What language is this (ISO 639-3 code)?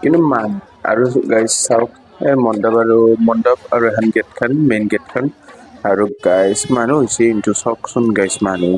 asm